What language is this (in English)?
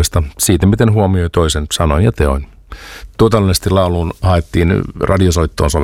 Finnish